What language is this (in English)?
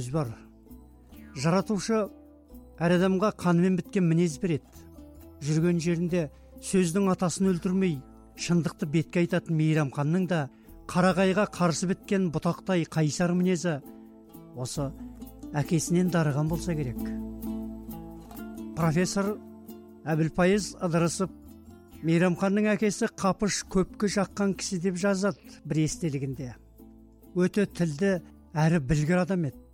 Kazakh